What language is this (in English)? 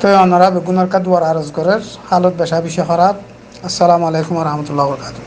Rohingya